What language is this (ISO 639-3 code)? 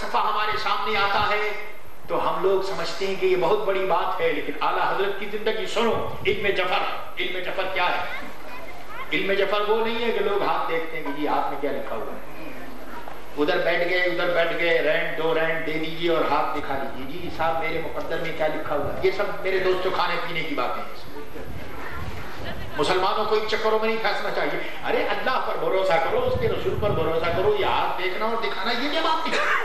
urd